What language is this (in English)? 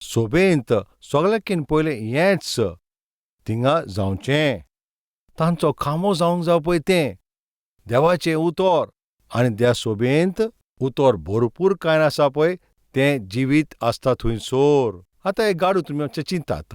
Konkani